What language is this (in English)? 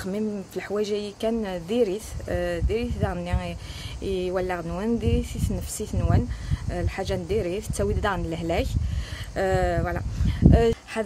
Kabyle